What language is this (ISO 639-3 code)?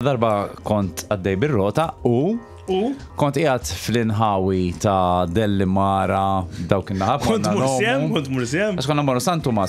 mlt